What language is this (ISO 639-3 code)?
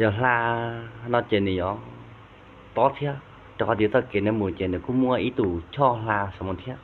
hmn